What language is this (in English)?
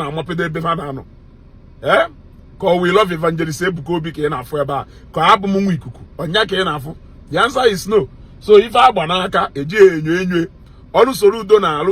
Igbo